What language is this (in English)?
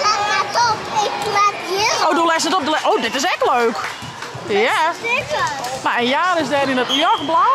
Western Frisian